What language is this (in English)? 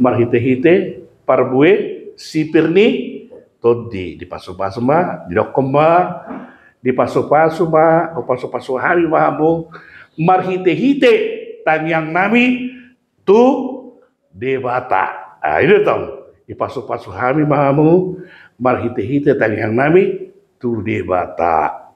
Batak Toba